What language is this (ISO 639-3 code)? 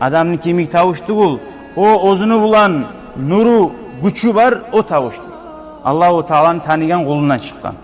kum